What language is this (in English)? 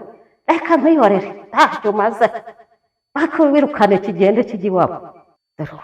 Kinyarwanda